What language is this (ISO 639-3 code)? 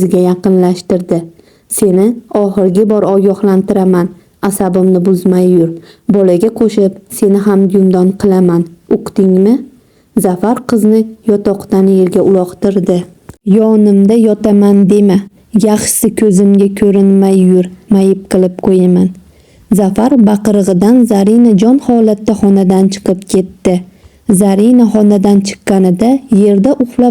uzb